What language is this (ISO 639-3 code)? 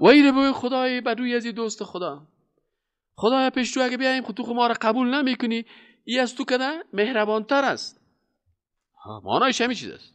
fas